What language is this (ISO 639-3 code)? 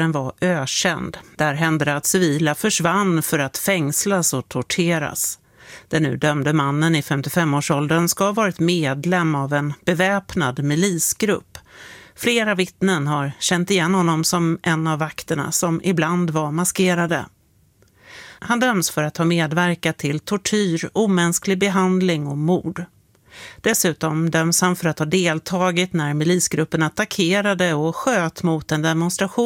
swe